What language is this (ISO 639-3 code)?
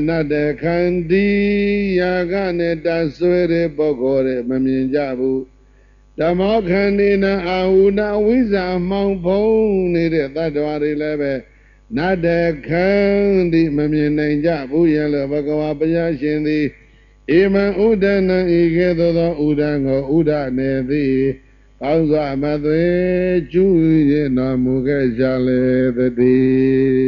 mya